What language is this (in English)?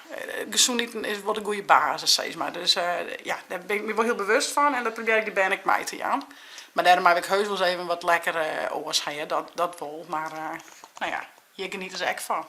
Western Frisian